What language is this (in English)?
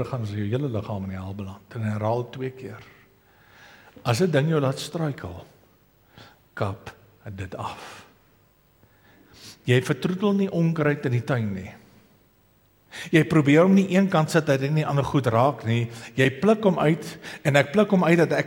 Afrikaans